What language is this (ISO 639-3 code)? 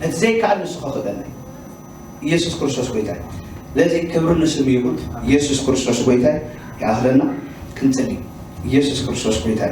tir